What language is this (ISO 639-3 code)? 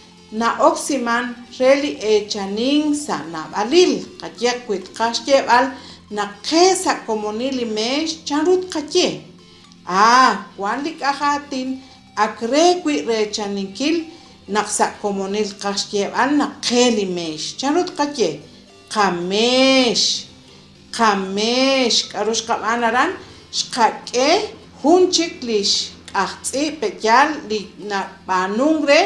kek